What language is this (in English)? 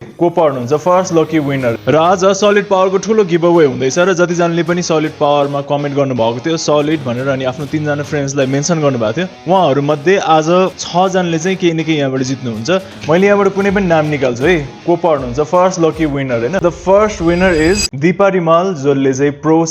Nepali